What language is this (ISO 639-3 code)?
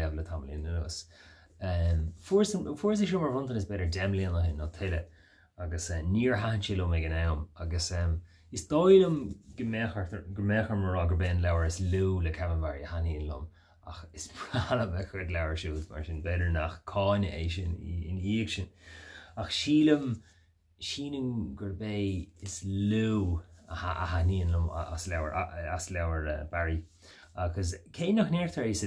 gle